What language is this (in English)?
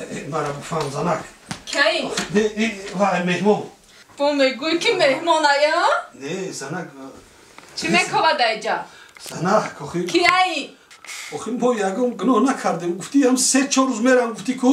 Tajik